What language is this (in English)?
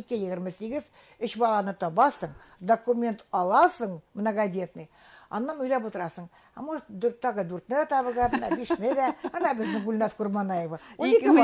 Bashkir